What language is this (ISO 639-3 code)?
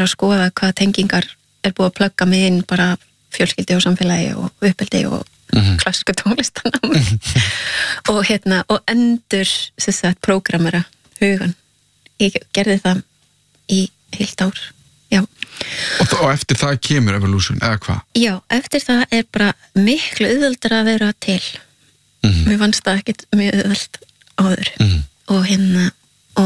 isl